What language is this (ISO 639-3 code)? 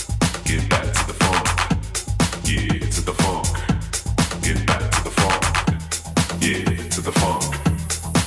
eng